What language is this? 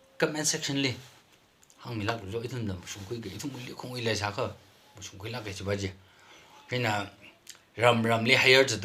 Tangkhul Naga (India)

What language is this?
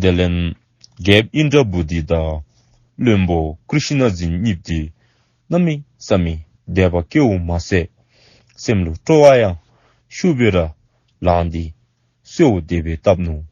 Dzongkha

